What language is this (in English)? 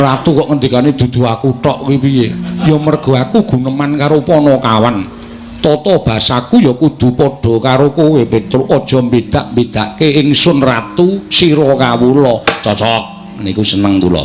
Javanese